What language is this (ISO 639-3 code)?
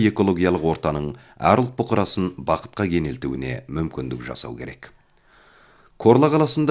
kaz